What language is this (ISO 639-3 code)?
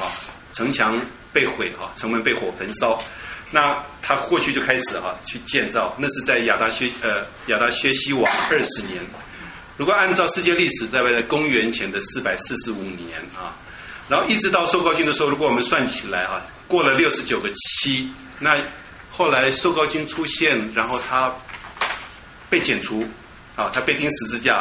zho